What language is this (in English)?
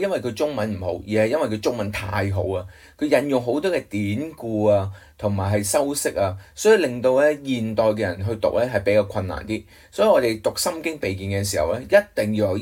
Cantonese